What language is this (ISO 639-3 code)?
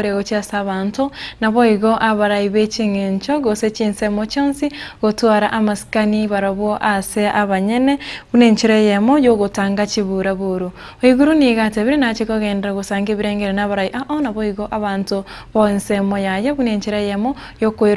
guz